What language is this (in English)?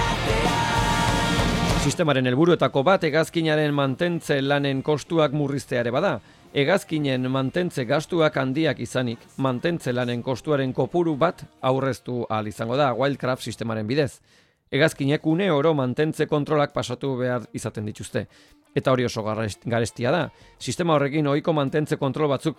Basque